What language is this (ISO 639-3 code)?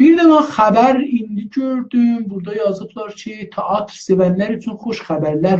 azb